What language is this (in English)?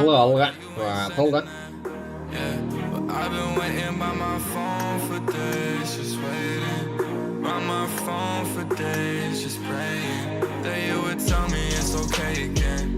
Kara-Kalpak